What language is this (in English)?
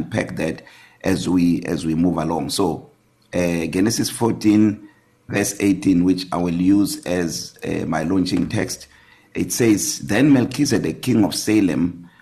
English